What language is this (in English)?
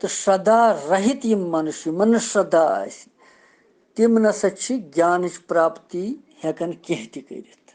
Kashmiri